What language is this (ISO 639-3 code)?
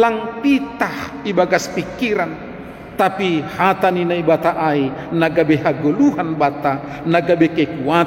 bts